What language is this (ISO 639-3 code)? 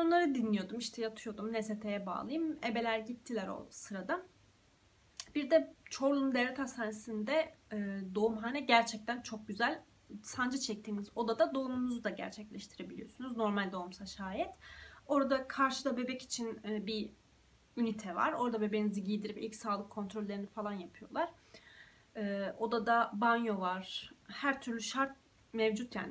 tur